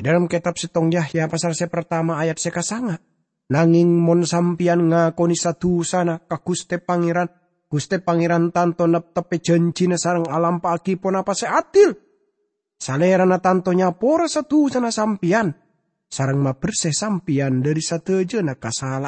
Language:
Madurese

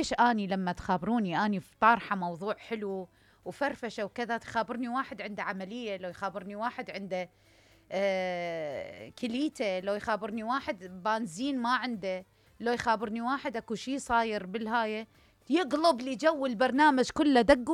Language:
Mesopotamian Arabic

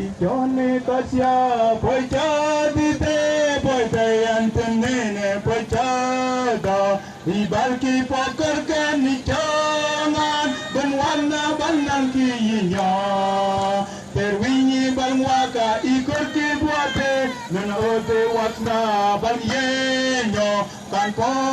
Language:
Mabaan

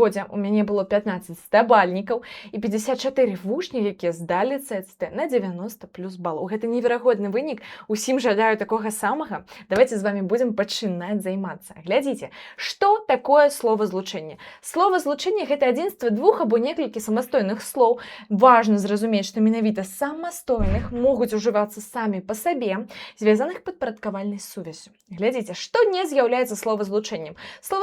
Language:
Belarusian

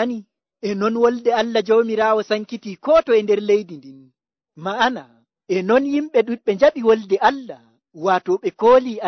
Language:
Nigerian Fulfulde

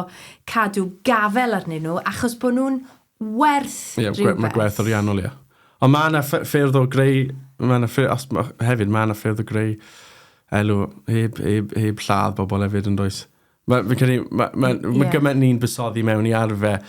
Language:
Welsh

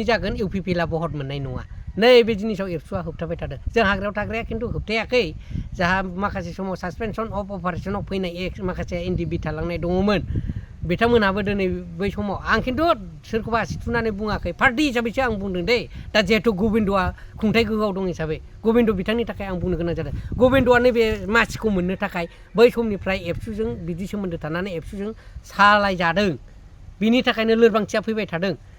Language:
Bodo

